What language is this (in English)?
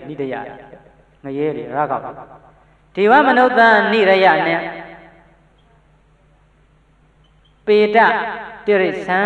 Burmese